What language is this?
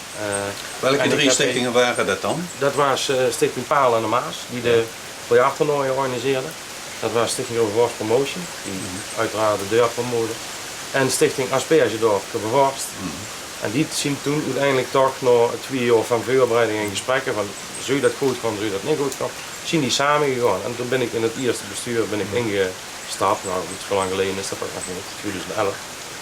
Limburgish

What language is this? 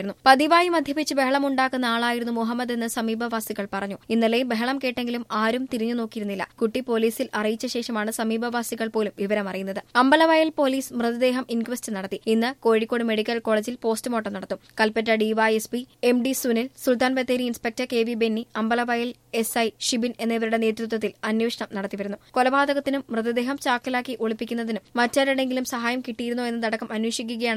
Malayalam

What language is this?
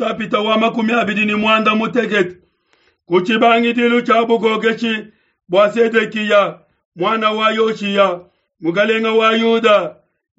Luba-Lulua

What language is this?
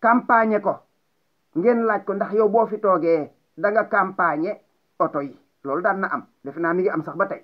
Wolof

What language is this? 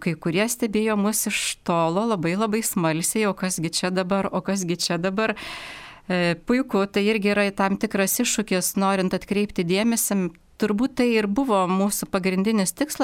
Lithuanian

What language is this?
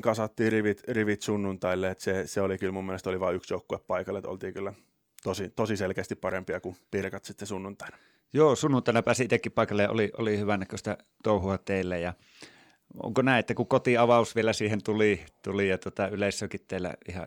Finnish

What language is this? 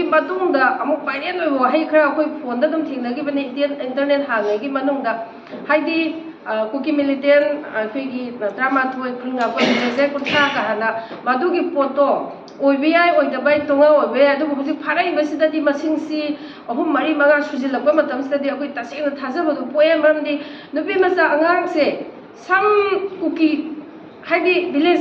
Manipuri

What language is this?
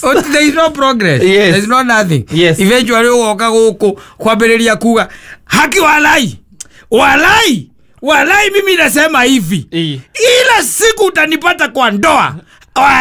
Kikuyu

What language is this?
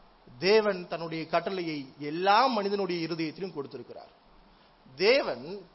Tamil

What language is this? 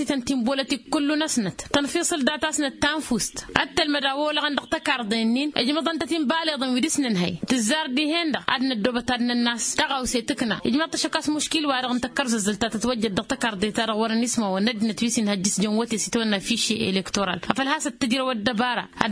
Tamasheq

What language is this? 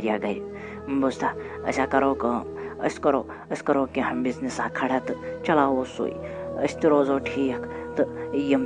Kashmiri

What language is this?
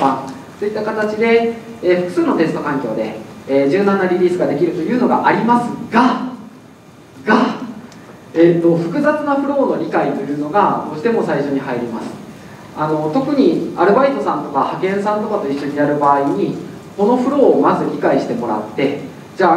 Japanese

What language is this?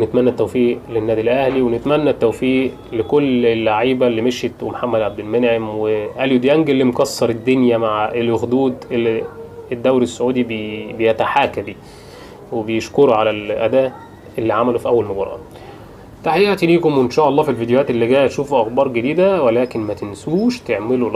Egyptian Arabic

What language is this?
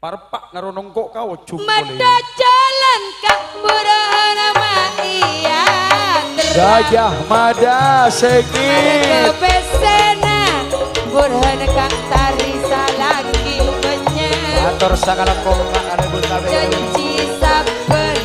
Madurese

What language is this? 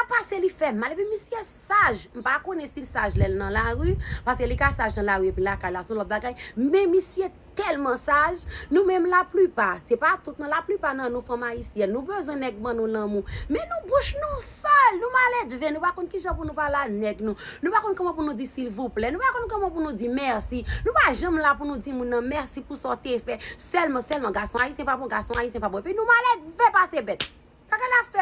Haitian Creole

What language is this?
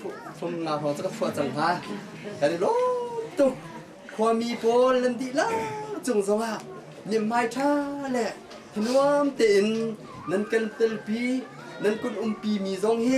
Hakha Chin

